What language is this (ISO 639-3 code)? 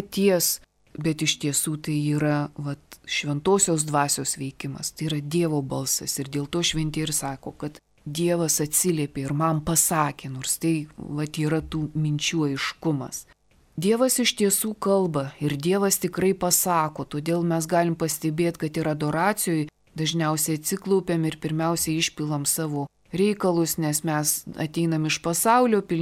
lit